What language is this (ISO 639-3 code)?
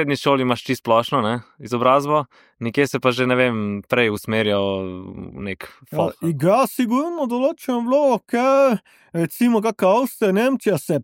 slv